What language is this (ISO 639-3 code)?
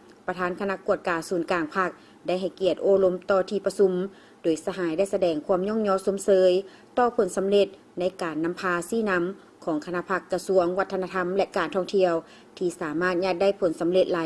lao